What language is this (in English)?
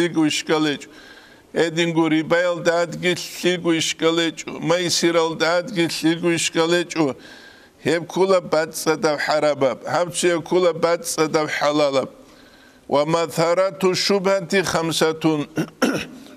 Avaric